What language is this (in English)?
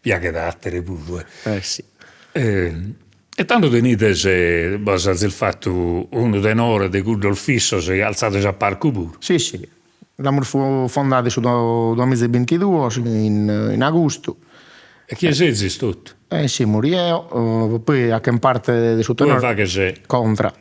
Sardinian